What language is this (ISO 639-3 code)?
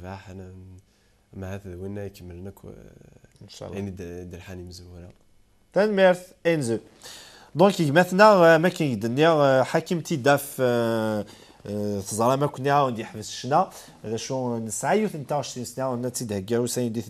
kab